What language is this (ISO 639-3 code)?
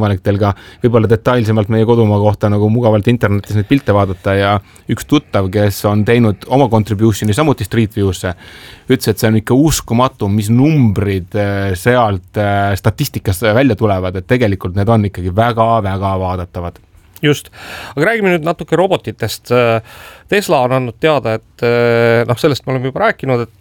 est